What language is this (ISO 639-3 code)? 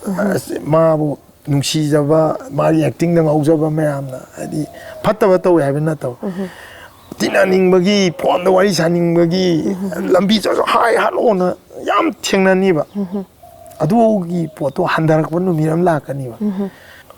mni